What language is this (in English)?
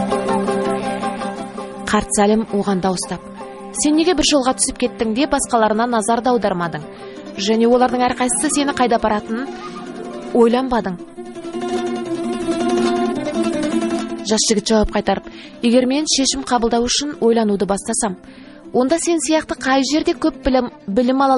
Kazakh